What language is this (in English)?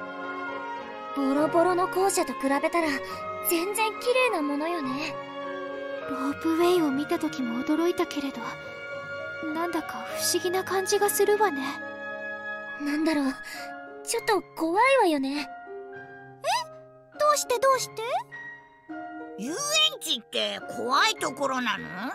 Japanese